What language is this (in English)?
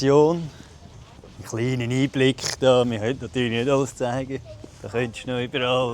Swiss German